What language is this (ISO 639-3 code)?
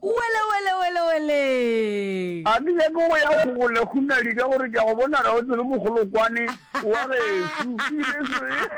nso